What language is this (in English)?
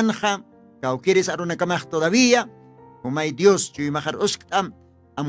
Aymara